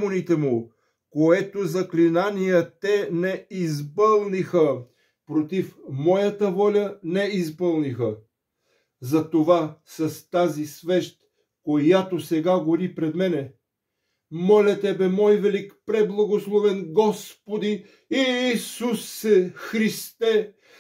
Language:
Bulgarian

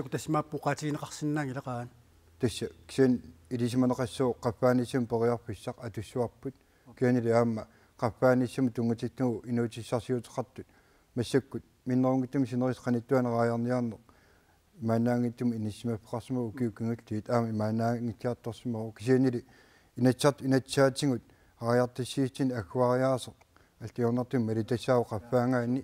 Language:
Kalaallisut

